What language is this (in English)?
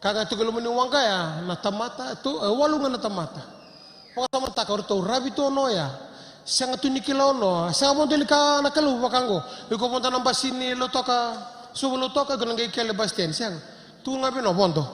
Fijian